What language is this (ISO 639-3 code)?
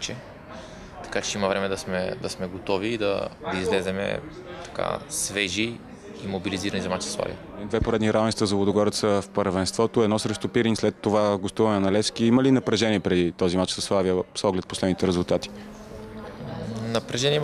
bul